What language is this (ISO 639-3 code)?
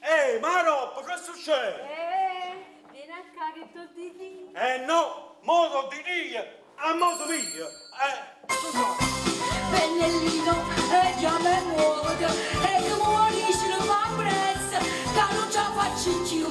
nap